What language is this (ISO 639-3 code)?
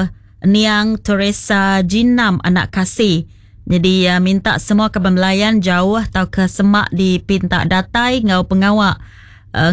iba